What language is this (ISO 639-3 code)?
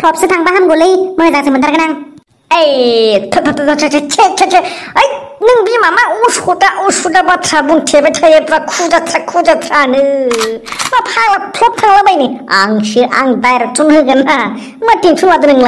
brx